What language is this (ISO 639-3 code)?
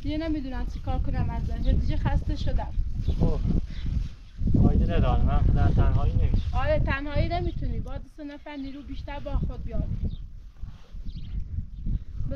fas